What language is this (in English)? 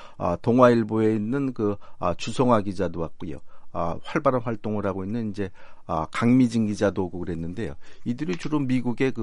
Korean